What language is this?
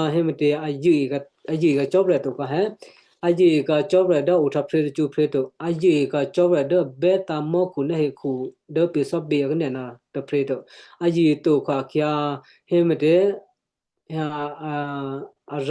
Western Kayah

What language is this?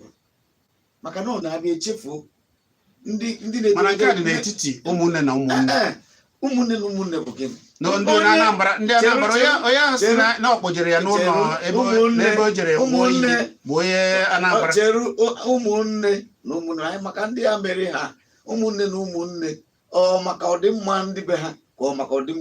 Igbo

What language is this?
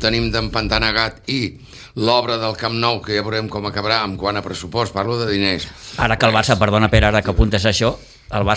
Catalan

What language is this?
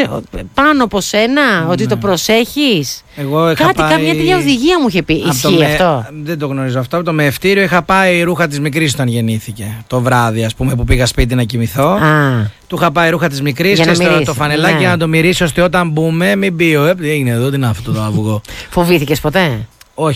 Greek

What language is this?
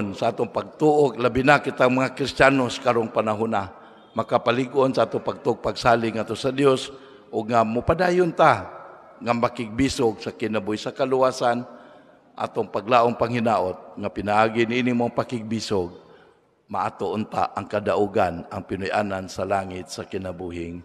Cebuano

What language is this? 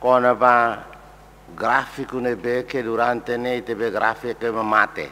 Tetum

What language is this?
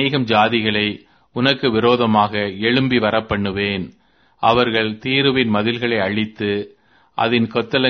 Tamil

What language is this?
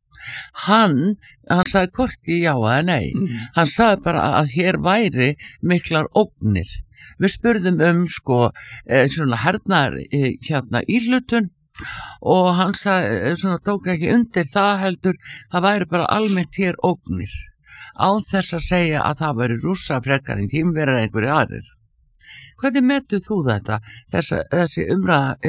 Icelandic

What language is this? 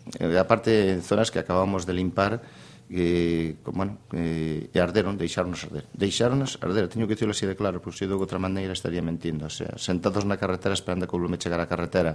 Galician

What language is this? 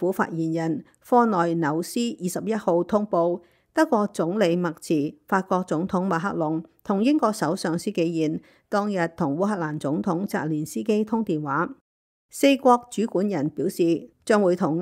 Cantonese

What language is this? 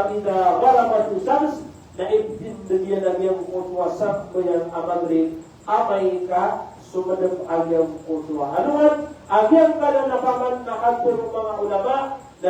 Maranao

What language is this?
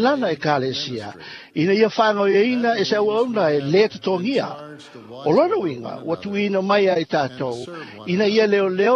Samoan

